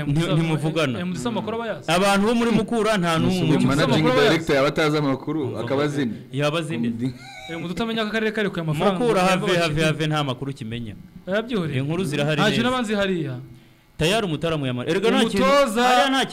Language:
Kinyarwanda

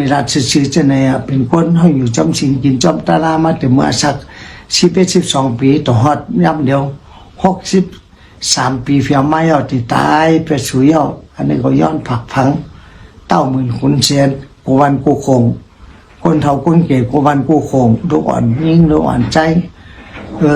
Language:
Shan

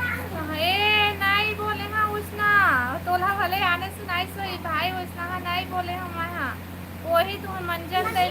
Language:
Chhattisgarhi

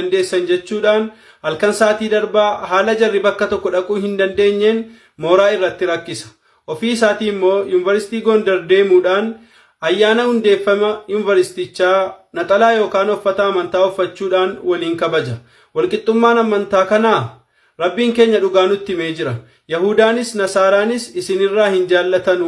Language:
Oromo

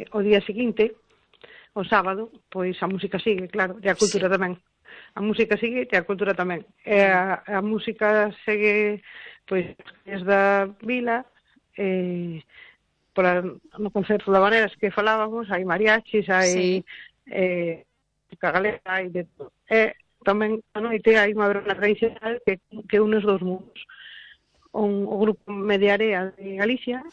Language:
Galician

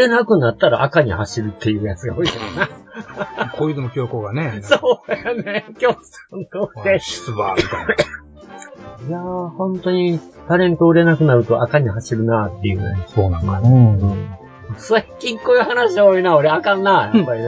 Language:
Japanese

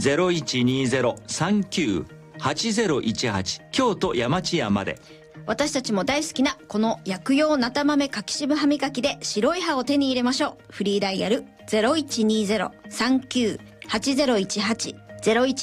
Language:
Japanese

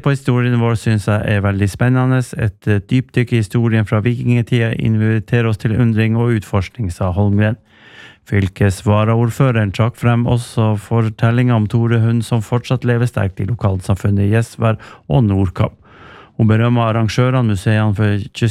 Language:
Norwegian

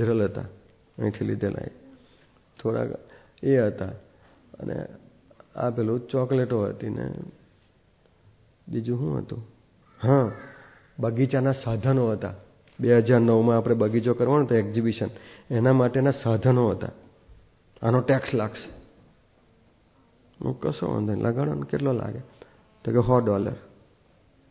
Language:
Gujarati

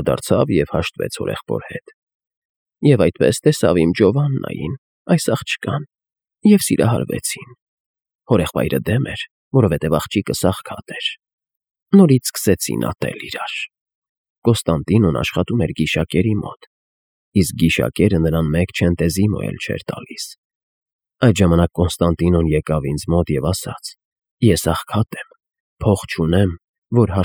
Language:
Armenian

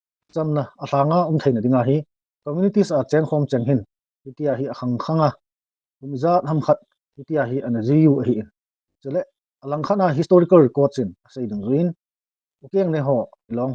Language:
Thado Chin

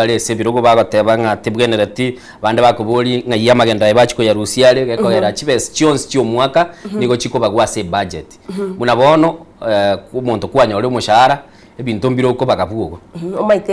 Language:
Gusii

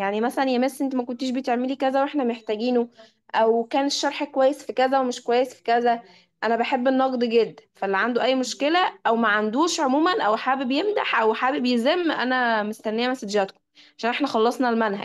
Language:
Egyptian Arabic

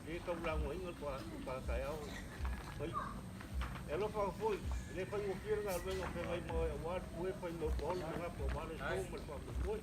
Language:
Samoan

